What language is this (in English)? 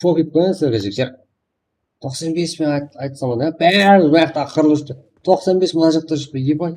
Kara-Kalpak